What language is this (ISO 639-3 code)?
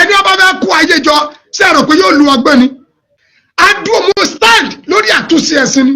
yor